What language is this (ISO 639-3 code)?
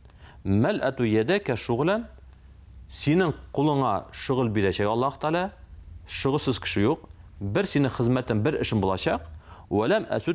tat